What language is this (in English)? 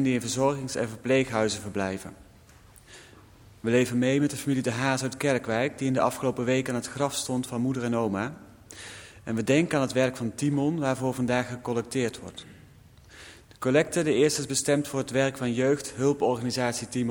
Dutch